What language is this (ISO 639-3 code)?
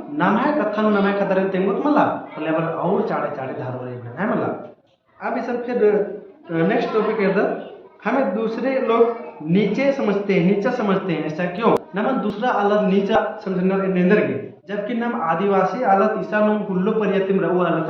kru